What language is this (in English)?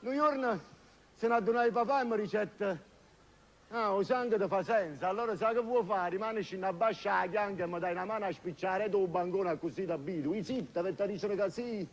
Neapolitan